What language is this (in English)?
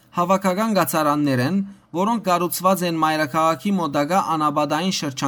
Western Armenian